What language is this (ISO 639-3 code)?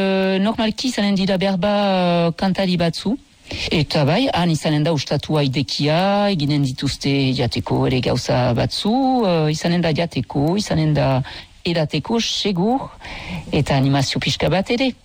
eus